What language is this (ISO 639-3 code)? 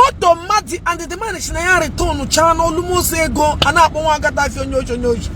ibo